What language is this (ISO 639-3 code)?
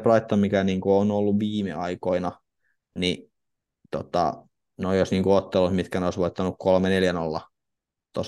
fin